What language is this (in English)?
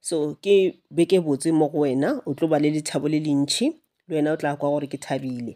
Northern Sotho